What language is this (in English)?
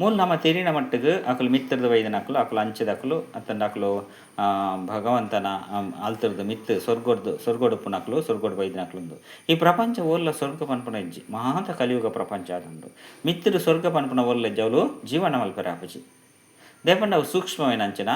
Tulu